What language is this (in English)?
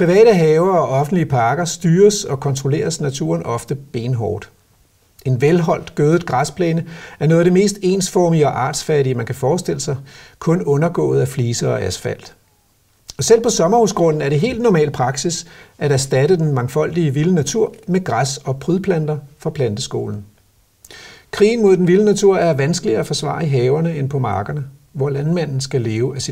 Danish